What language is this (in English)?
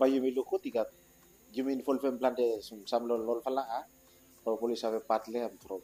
Bislama